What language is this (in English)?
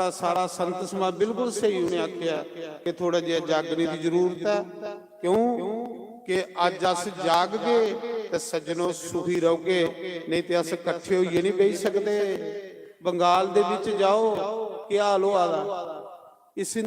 Dogri